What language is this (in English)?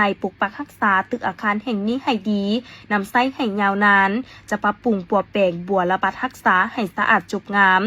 Lao